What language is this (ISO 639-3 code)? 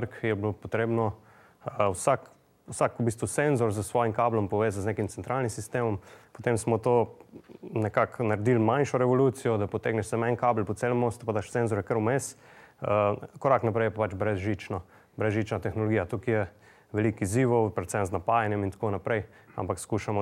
slv